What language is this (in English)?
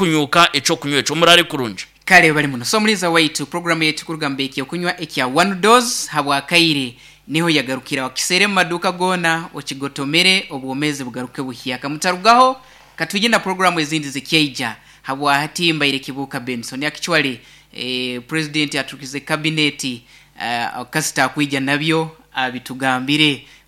Nyankole